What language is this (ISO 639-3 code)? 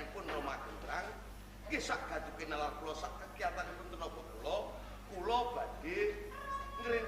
jav